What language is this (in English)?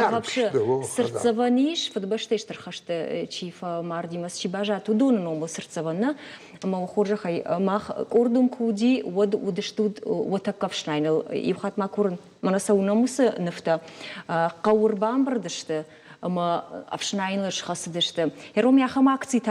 Ossetic